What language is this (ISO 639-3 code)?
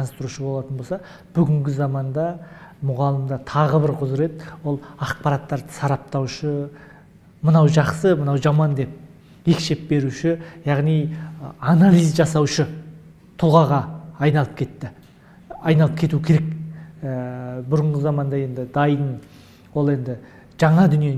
kaz